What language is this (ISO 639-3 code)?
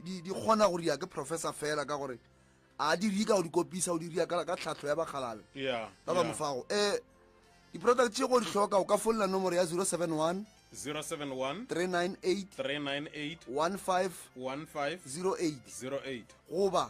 nso